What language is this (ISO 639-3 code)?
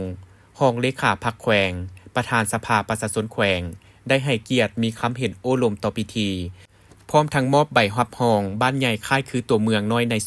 lao